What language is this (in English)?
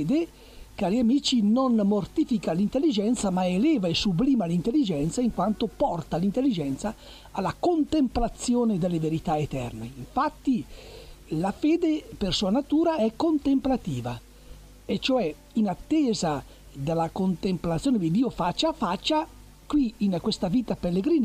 Italian